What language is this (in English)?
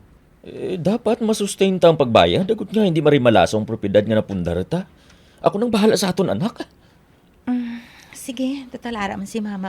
Hiligaynon